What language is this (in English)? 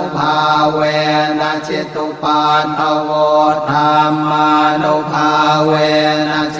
Pali